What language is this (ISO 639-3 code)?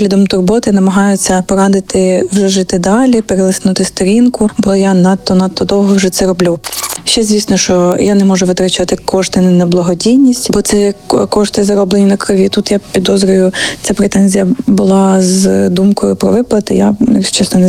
ukr